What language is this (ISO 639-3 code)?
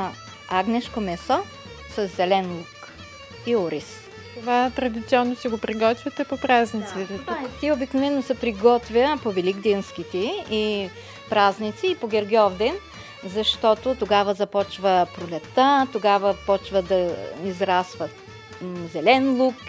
bul